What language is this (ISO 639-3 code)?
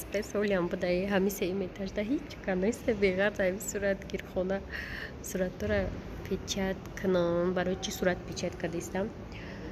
tgk